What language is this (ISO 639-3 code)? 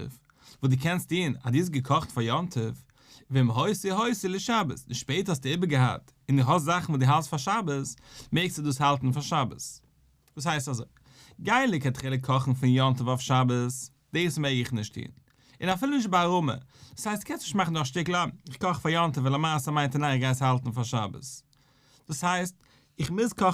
yid